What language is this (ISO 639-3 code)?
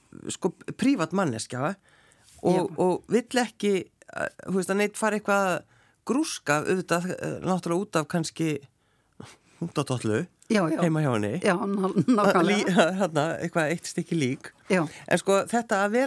isl